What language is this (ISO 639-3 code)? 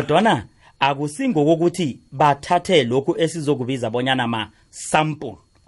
nbl